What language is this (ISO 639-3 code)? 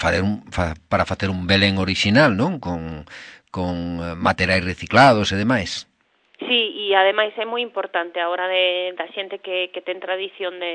glg